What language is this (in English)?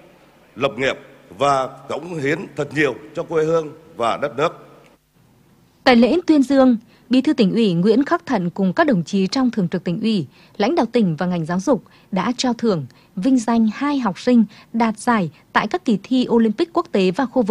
Vietnamese